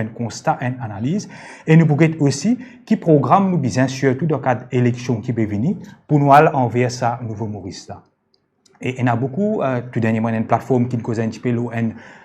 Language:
Morisyen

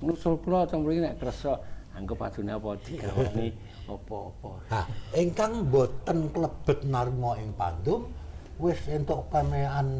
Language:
Javanese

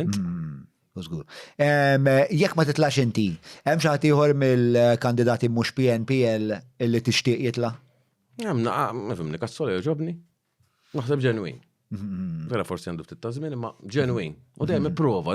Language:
Maltese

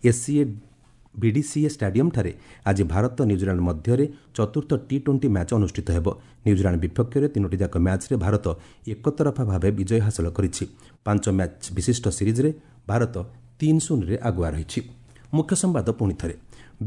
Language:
Odia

